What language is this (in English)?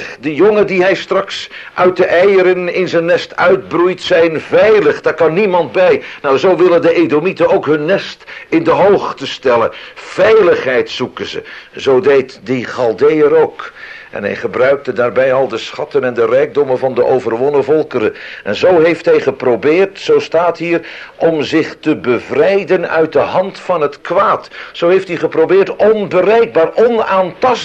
Dutch